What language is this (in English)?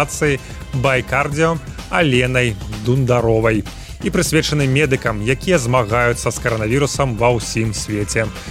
Belarusian